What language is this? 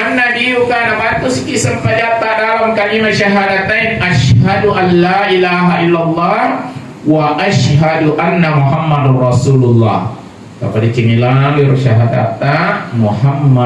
Buginese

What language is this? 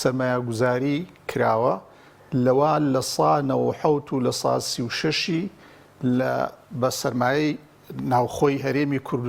Central Kurdish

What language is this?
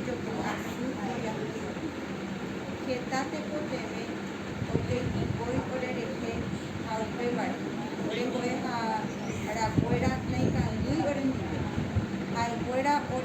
Guarani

